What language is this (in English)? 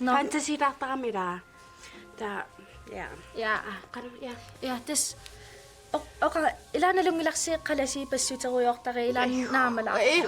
Kalaallisut